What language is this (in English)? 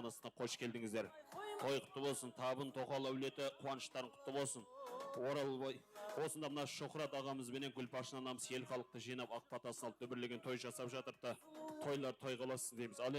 Kara-Kalpak